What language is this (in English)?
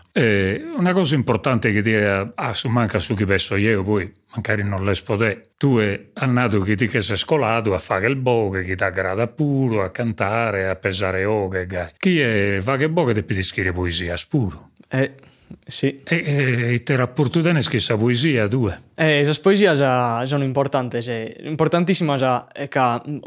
Sardinian